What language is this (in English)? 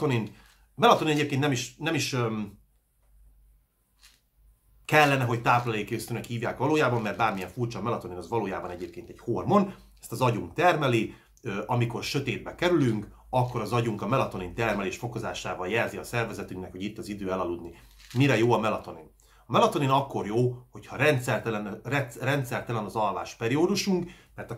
Hungarian